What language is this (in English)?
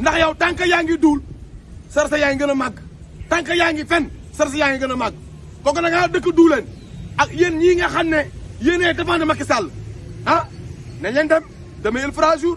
Wolof